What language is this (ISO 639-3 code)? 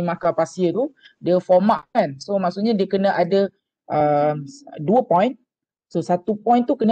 msa